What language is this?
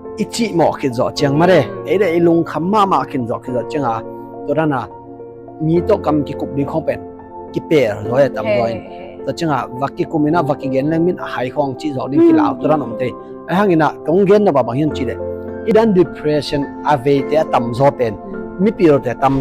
Tedim Chin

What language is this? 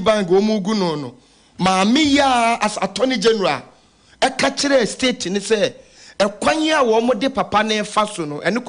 Akan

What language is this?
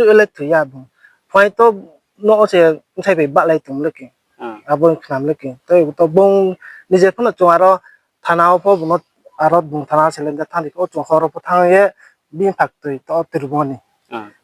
Riang (India)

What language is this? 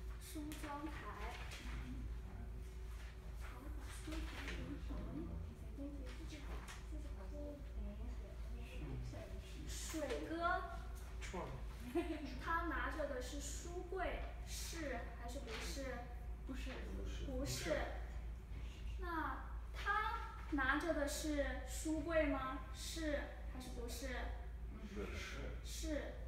Chinese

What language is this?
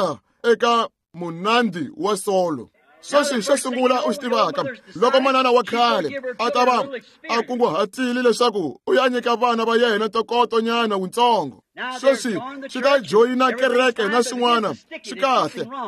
Tsonga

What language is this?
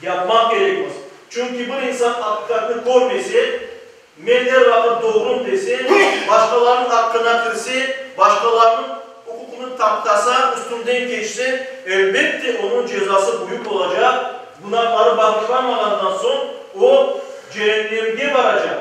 Crimean Tatar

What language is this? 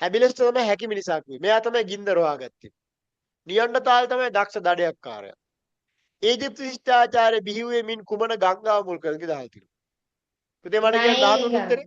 Sinhala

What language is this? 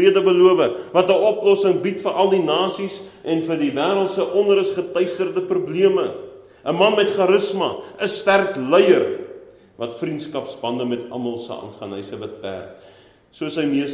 Afrikaans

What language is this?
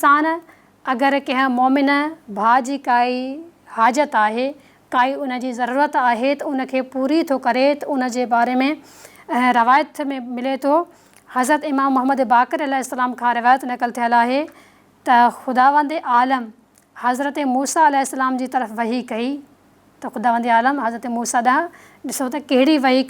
Sindhi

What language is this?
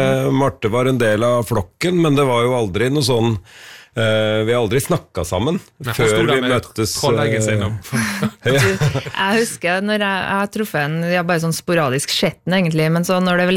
Norwegian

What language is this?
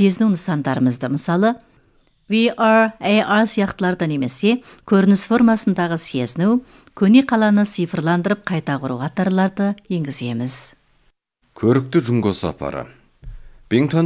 Kazakh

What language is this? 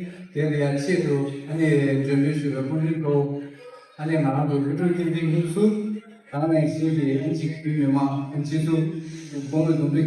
Tibetan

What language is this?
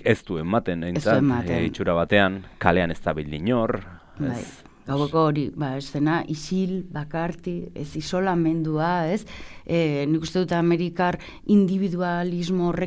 Basque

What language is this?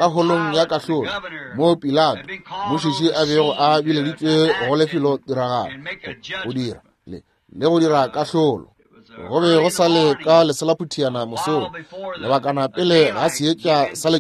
Northern Sotho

